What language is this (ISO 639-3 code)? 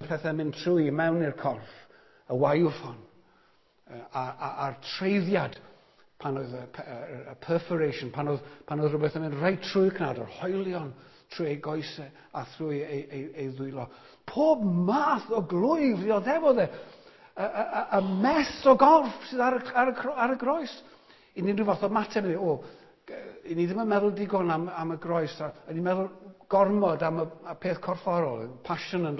cym